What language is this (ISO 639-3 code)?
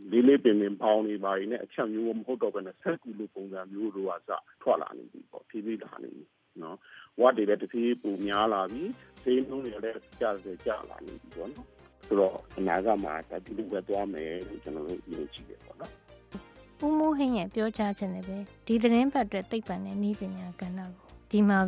mya